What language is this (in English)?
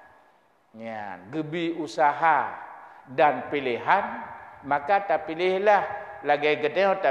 Achinese